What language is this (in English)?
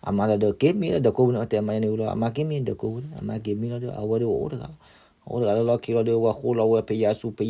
S'gaw Karen